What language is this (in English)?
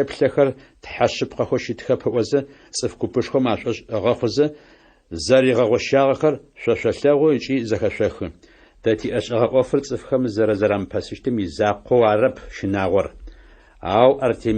Adyghe